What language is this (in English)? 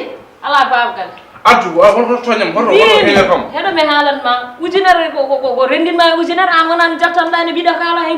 Fula